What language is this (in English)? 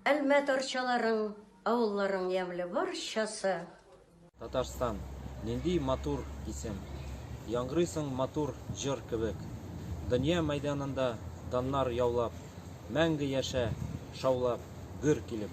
Tatar